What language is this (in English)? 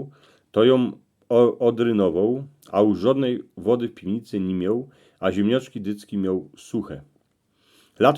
Silesian